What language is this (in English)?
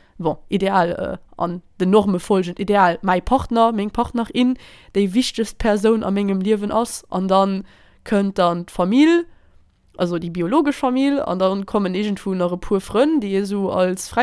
Luxembourgish